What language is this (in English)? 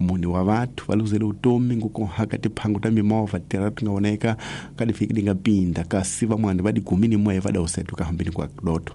Tsonga